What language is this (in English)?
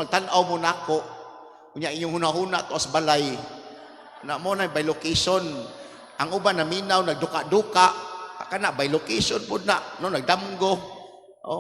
Cebuano